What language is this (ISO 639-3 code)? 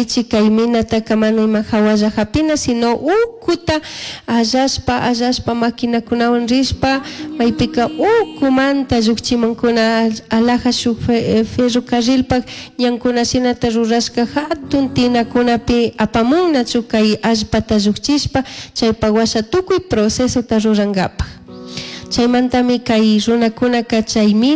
qug